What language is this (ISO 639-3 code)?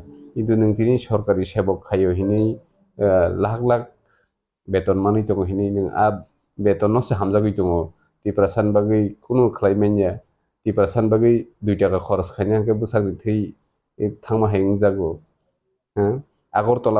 trp